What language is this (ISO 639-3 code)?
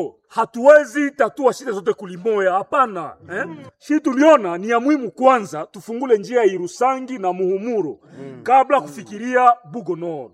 swa